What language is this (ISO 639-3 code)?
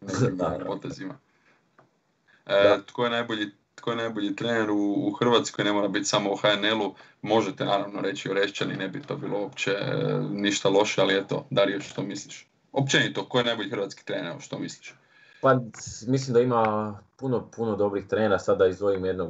hrv